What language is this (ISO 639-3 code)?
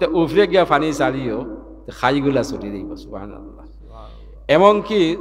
syl